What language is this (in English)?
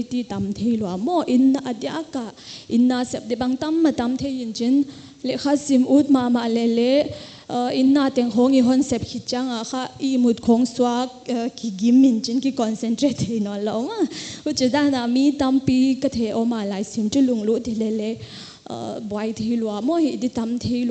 Paite Chin